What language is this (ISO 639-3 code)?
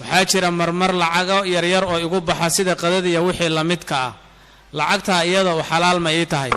som